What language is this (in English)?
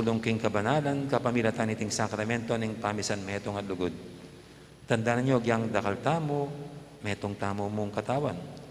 Pampanga